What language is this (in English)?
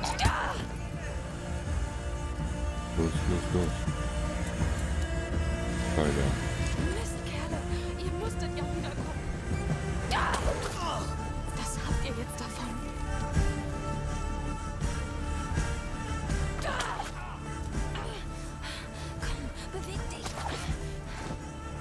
German